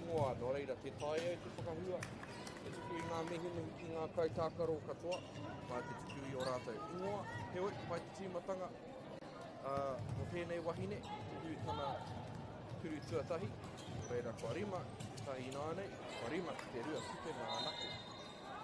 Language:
Māori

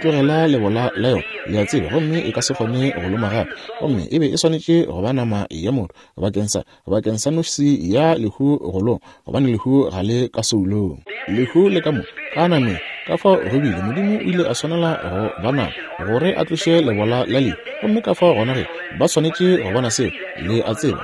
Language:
Northern Sotho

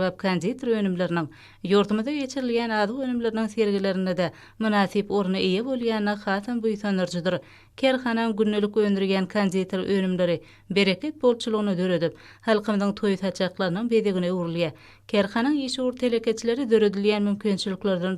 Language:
Turkmen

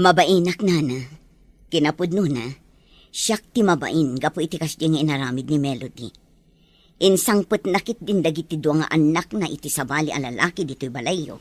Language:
Iloko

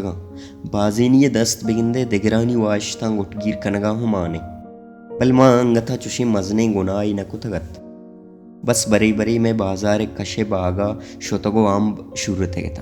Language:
Baluchi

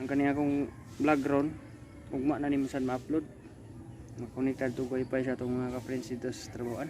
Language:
Cebuano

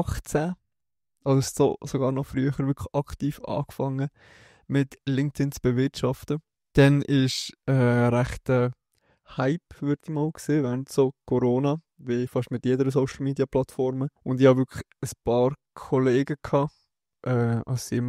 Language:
Swiss German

